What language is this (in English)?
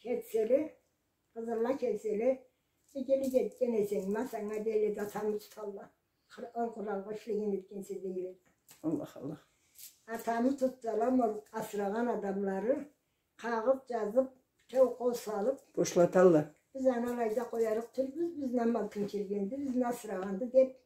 Karachay-Balkar